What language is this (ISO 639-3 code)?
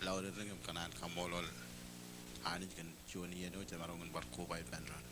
mah